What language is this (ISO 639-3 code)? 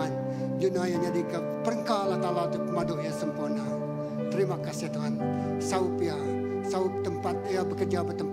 iba